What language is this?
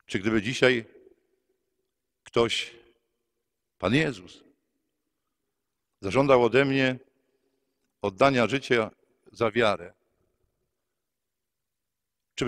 Polish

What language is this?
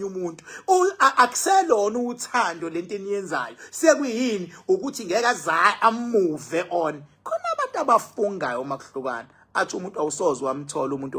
Zulu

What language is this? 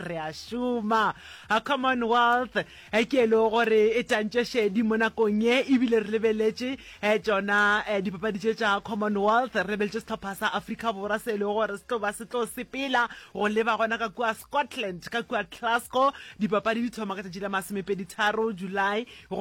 Northern Sotho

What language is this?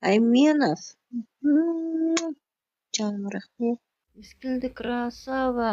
Kazakh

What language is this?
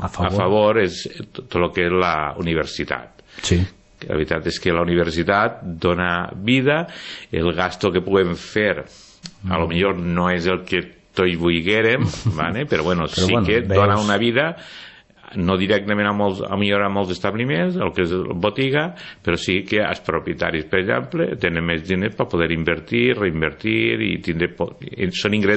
Catalan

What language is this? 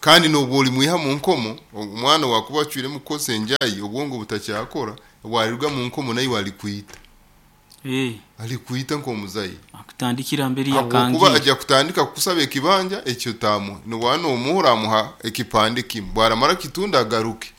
Nyoro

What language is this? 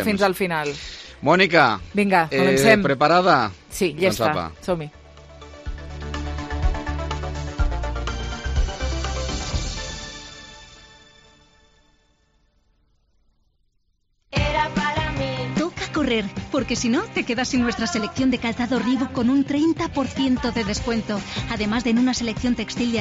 Catalan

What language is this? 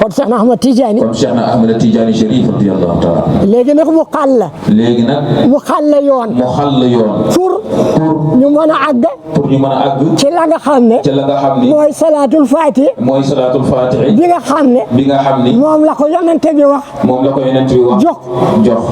Wolof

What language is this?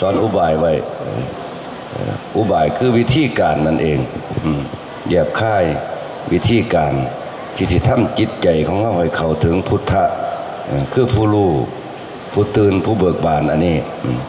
Lao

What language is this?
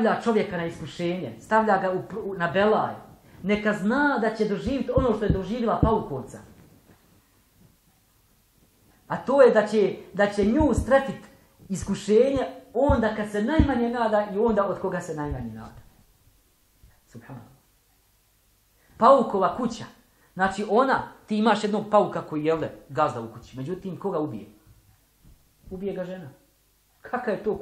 Bosnian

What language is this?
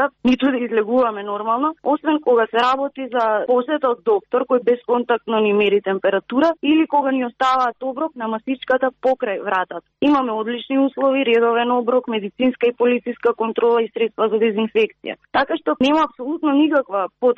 Macedonian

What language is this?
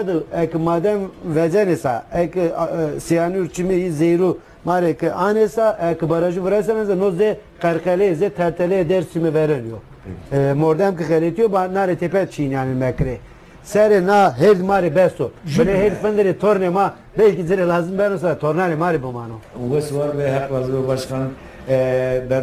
Zaza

